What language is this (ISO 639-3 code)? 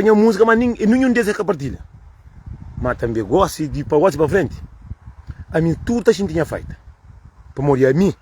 kea